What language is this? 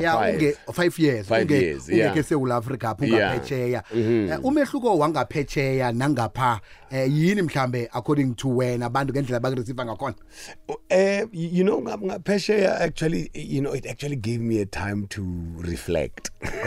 South Ndebele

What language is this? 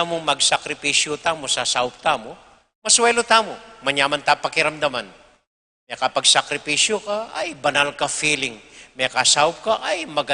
Pampanga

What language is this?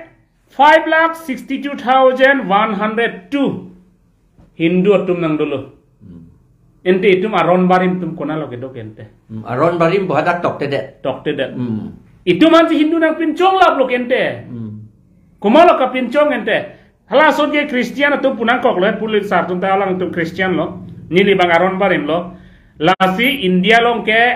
Karbi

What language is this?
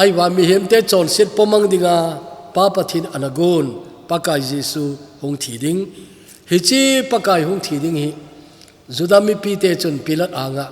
Thado Chin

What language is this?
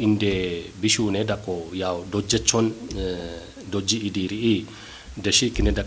Kafa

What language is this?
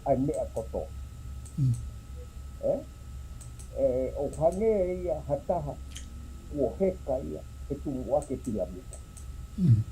Tongan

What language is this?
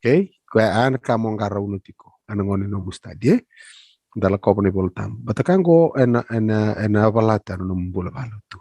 Fijian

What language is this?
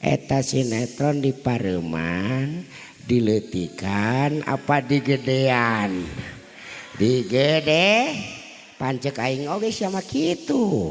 Sundanese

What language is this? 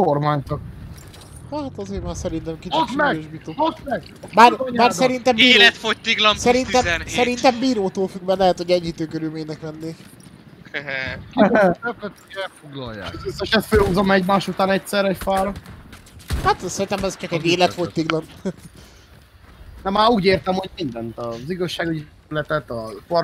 Hungarian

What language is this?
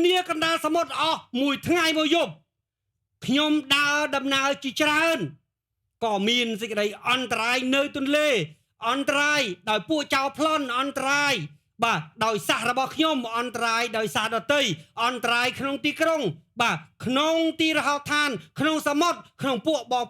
Khmer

